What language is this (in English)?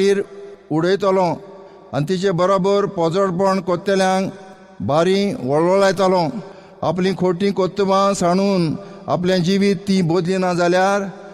Konkani